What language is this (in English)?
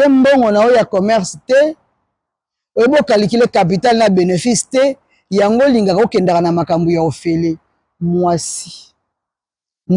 Lingala